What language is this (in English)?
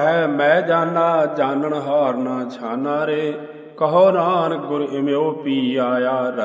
Punjabi